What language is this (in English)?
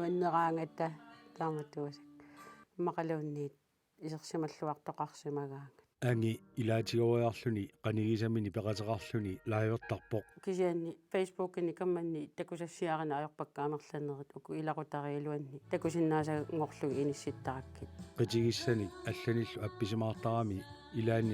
Kalaallisut